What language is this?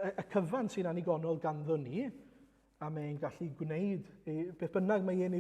Welsh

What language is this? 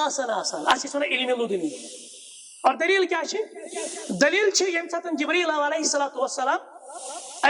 Kashmiri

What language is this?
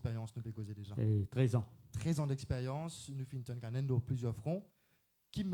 Morisyen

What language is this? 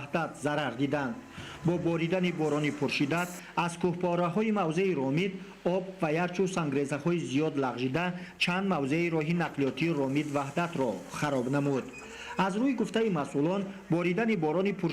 Tajik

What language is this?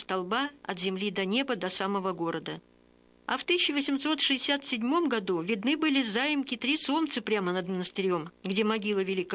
Russian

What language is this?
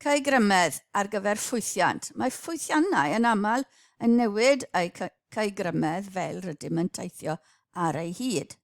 Welsh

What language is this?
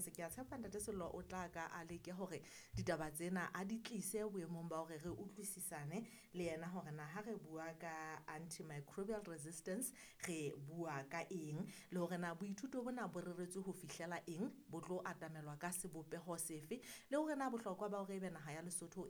Southern Sotho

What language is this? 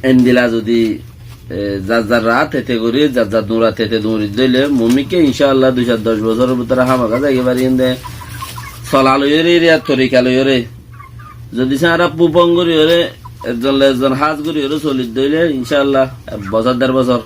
Rohingya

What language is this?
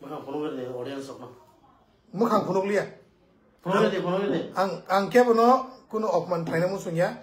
Kok Borok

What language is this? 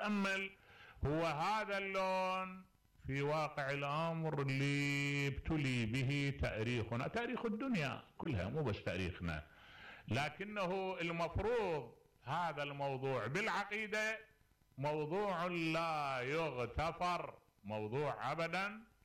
Mesopotamian Arabic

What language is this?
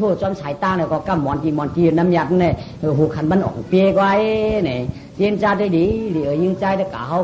Shan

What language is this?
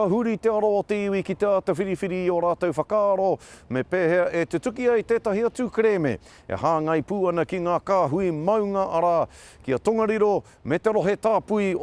Māori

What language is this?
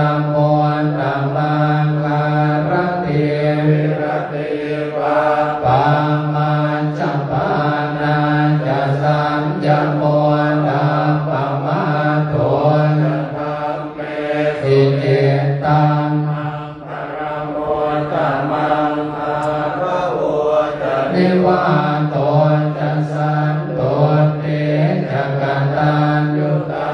Pali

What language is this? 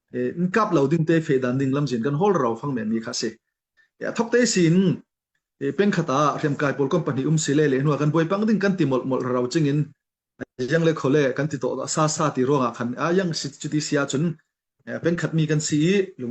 Falam Chin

